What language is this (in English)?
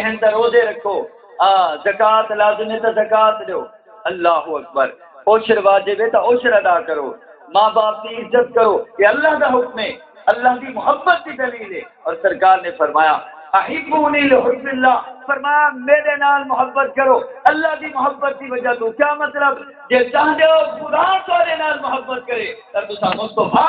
Saraiki